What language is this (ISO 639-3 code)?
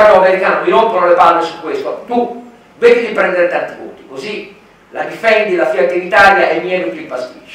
ita